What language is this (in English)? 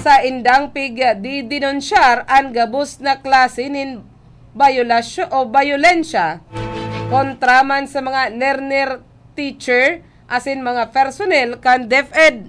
Bikol